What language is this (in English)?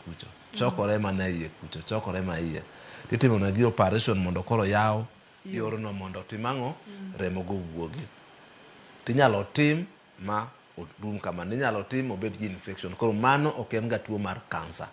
Luo (Kenya and Tanzania)